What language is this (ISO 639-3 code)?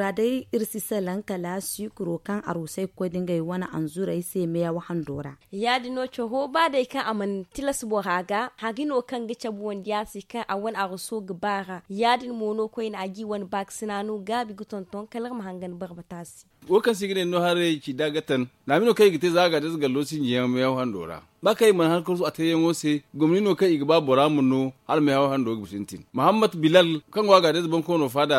dje